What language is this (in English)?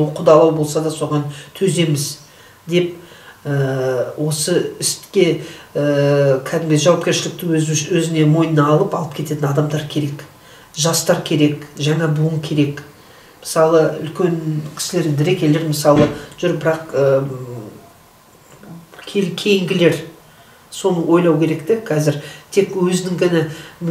Kazakh